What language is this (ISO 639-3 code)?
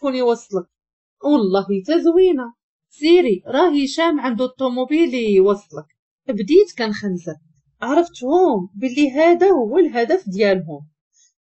ary